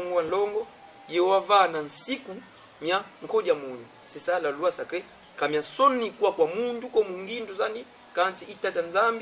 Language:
Kongo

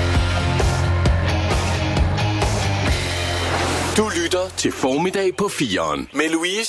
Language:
Danish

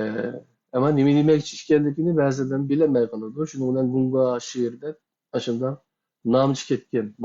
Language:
Uyghur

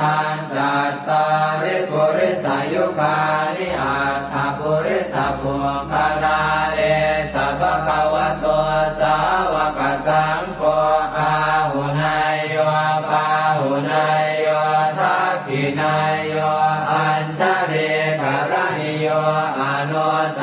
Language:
Pali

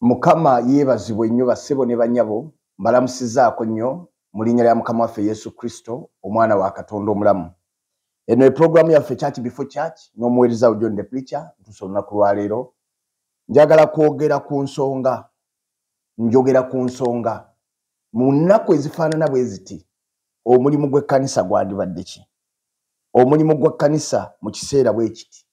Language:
Ganda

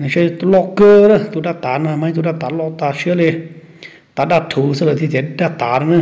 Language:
Hmong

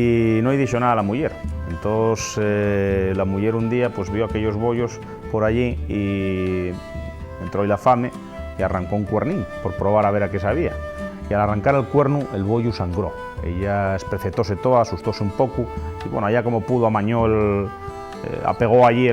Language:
Asturian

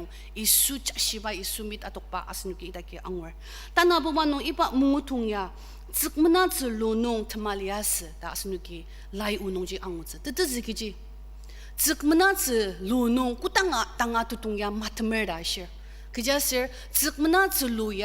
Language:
Ao Naga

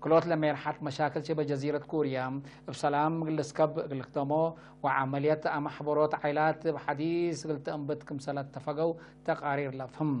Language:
Tigre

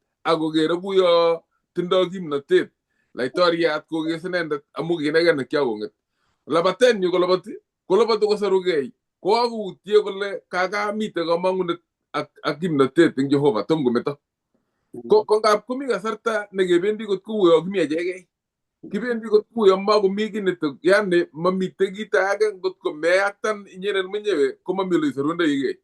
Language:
Kalenjin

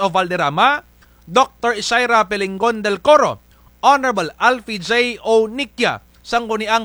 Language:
Kinaray-a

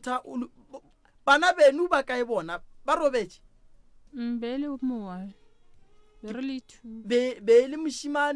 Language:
Northern Sotho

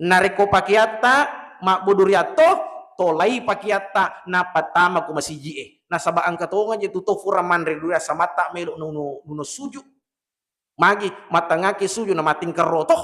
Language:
Buginese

